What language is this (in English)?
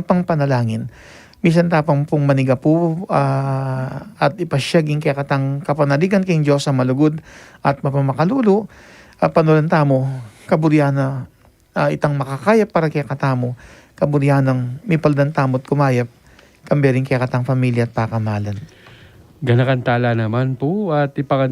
Pampanga